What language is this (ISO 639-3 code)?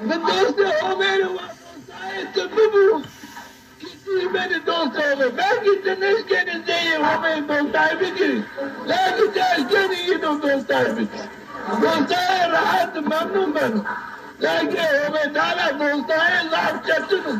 zza